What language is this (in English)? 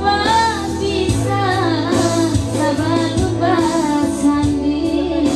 Minangkabau